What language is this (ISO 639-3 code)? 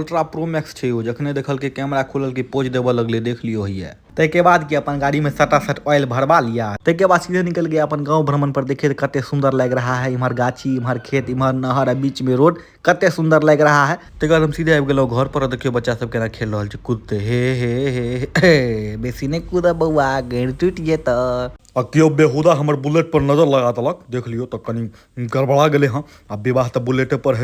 mai